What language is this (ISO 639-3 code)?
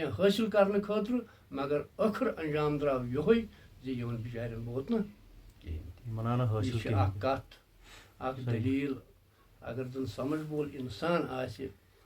kas